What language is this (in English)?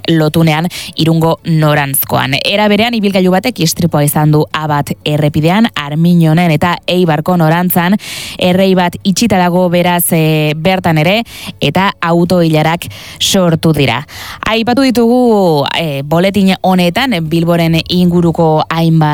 Basque